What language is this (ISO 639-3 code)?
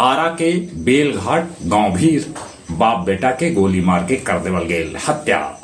mag